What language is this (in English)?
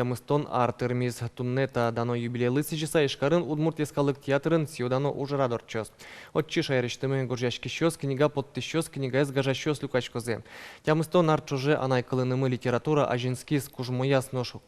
Udmurt